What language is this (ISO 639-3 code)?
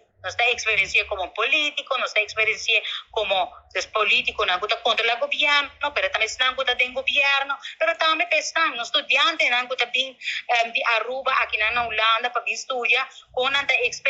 pap